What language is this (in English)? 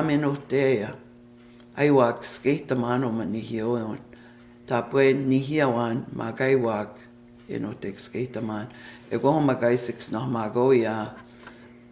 Plains Cree